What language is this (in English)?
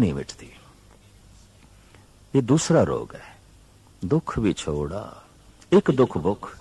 Punjabi